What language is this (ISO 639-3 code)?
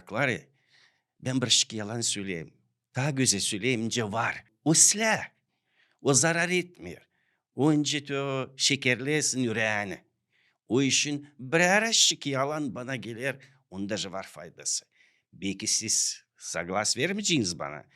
gag